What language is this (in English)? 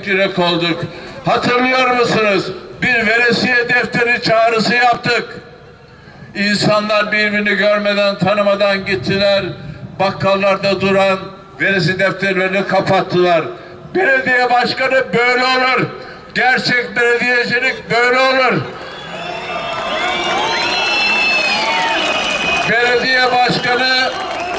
Turkish